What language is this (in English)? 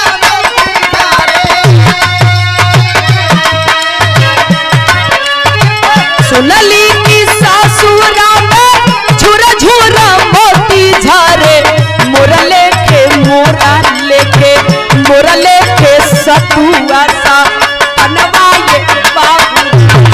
Bhojpuri